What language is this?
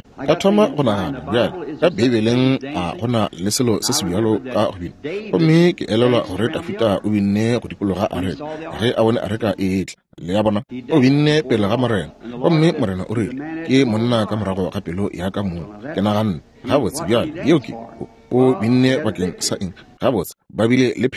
Northern Sotho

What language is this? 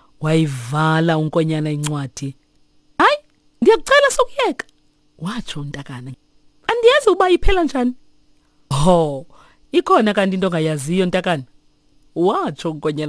Xhosa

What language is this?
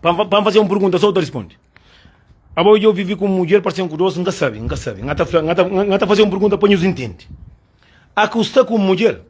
Kabuverdianu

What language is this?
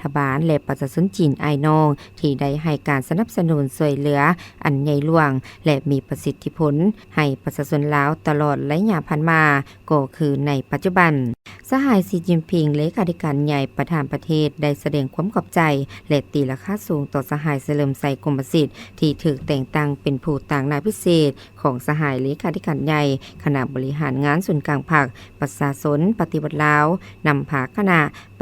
Lao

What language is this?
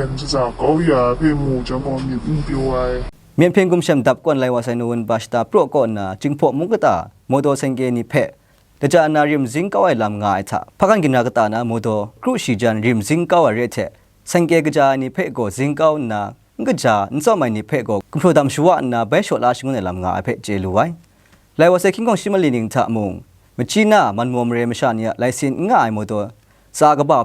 Kachin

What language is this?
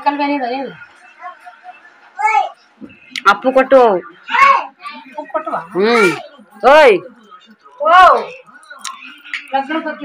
Kannada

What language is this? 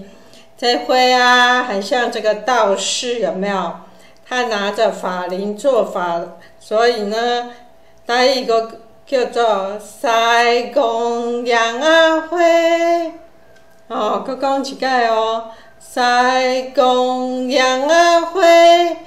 Min Nan Chinese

